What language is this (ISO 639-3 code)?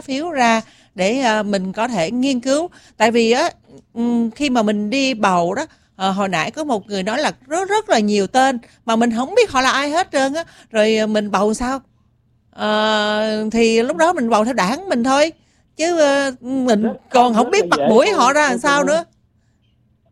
vie